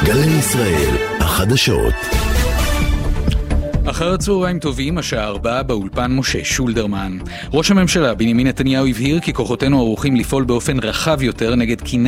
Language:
Hebrew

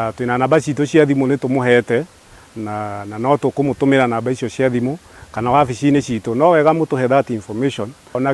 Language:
Kikuyu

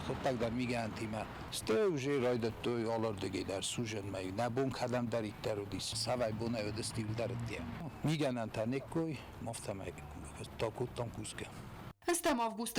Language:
Ossetic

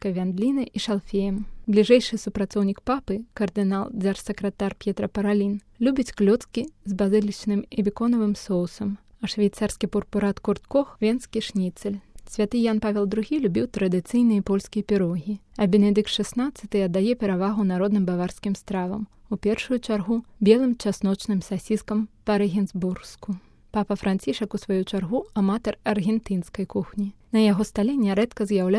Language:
Belarusian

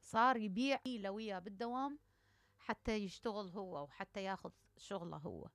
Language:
Mesopotamian Arabic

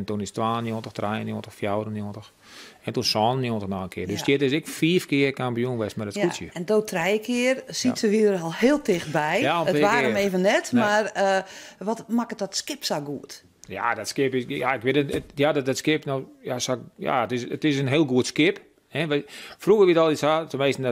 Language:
Western Frisian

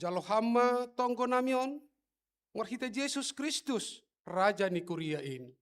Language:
Batak Simalungun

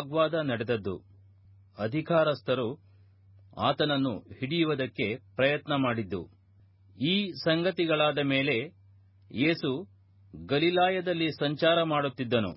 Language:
Kannada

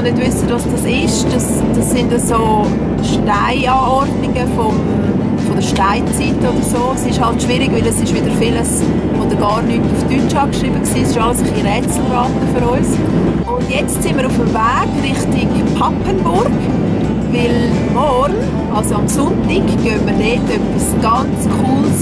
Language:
Swiss German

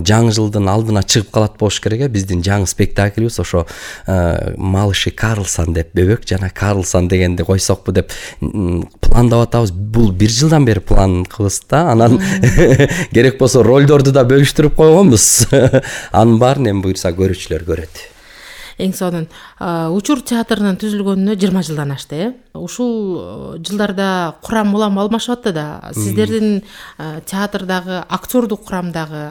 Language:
Kyrgyz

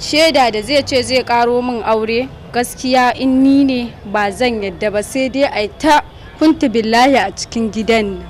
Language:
Hausa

